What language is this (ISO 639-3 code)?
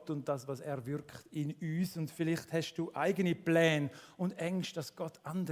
gsw